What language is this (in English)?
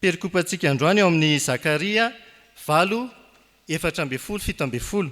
Malagasy